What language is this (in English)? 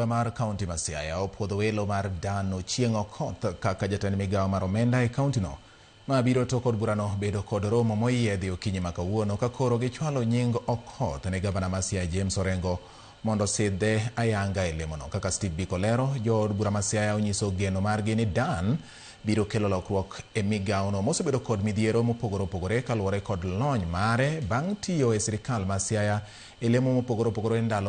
Luo (Kenya and Tanzania)